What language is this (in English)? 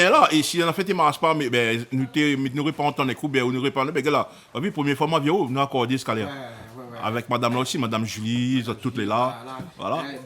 Réunion Creole French